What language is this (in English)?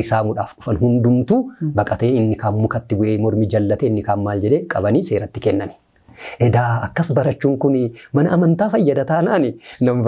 Oromo